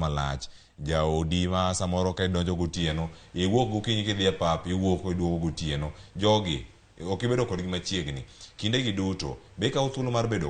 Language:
Luo (Kenya and Tanzania)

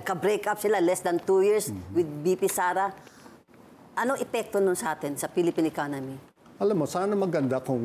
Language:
Filipino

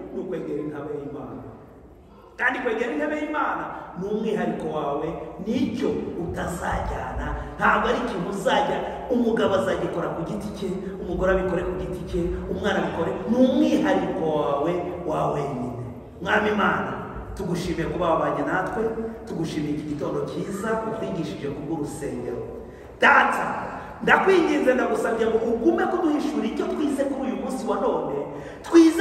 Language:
Kinyarwanda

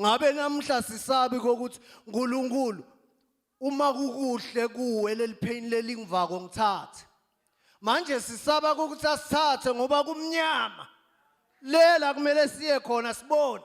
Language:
Zulu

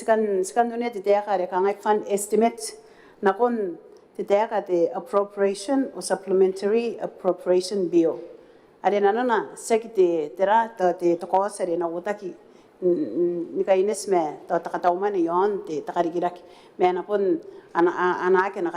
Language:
Gilbertese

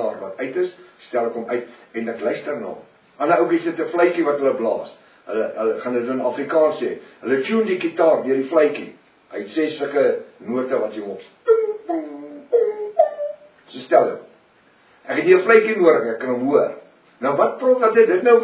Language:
Afrikaans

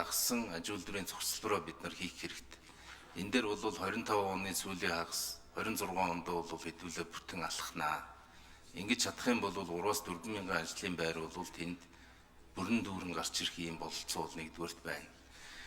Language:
Mongolian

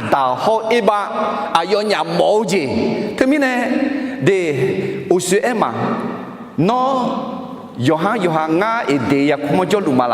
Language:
Akha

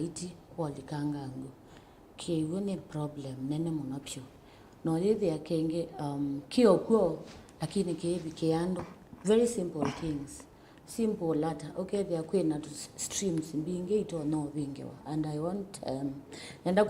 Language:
Kamba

